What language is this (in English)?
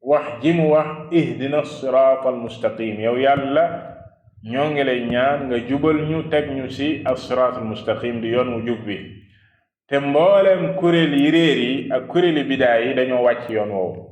Wolof